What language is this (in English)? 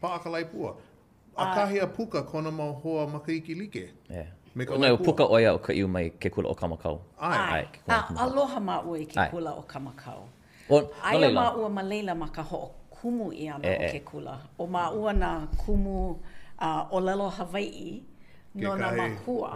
Hawaiian